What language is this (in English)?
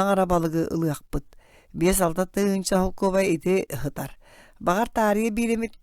Yakut